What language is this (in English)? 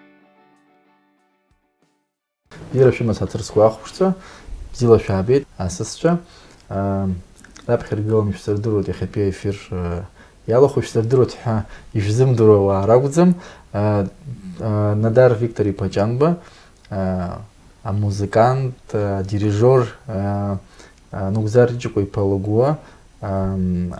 Abkhazian